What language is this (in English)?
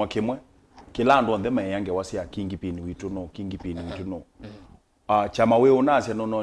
Kamba